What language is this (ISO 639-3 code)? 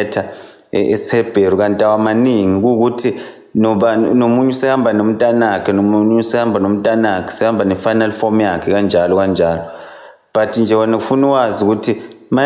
zul